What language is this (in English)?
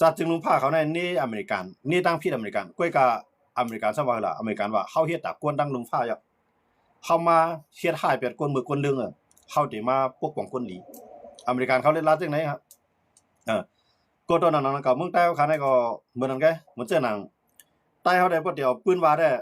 Shan